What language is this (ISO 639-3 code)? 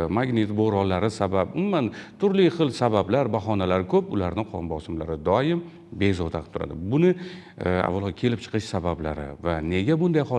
uzb